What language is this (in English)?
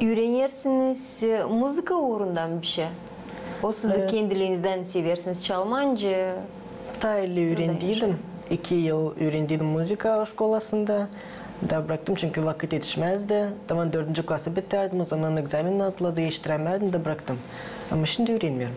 Gagauz